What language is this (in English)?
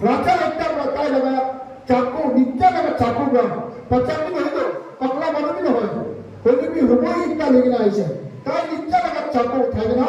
Naga Pidgin